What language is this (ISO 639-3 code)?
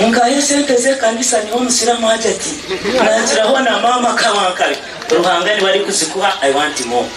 nyn